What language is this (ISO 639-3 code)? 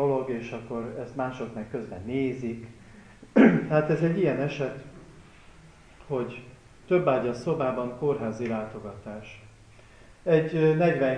hun